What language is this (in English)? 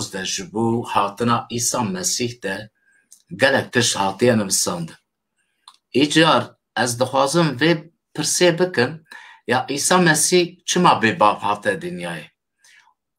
Kurdish